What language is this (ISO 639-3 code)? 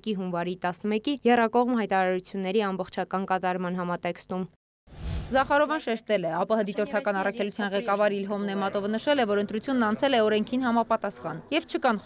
hye